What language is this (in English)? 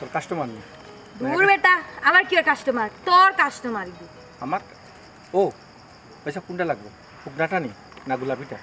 Sylheti